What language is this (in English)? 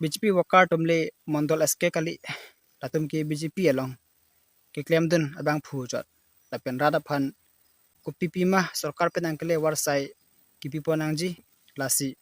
Karbi